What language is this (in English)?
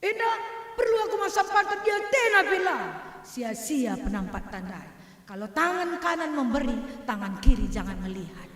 Batak Karo